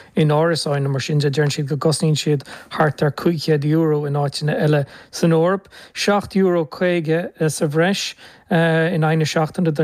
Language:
Irish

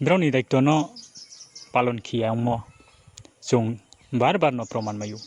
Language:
Riang (India)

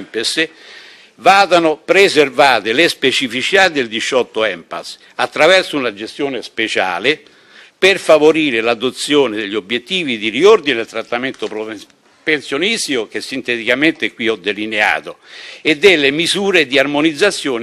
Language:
Italian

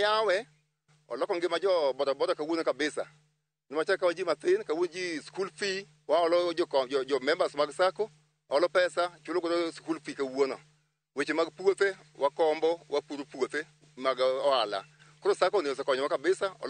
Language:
Luo (Kenya and Tanzania)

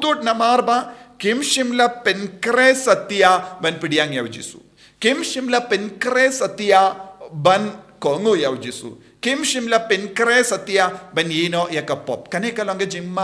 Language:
Khasi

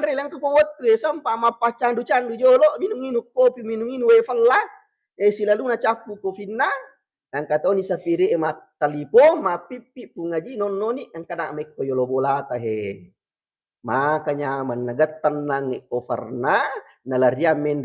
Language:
Buginese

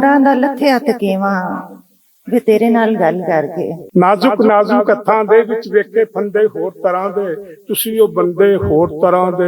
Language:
Western Panjabi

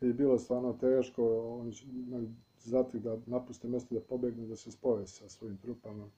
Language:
Bosnian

